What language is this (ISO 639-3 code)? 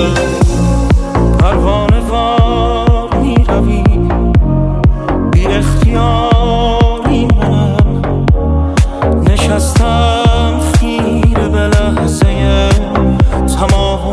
fas